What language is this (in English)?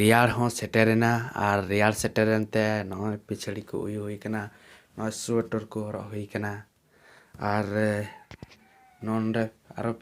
Santali